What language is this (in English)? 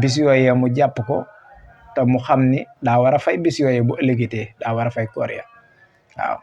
Wolof